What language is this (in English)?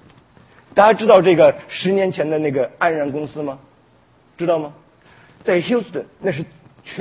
Chinese